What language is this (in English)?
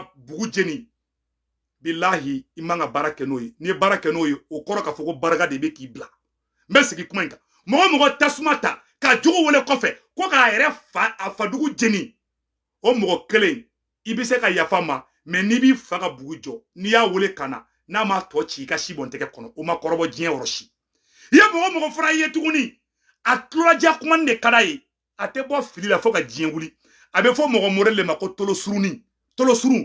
Bambara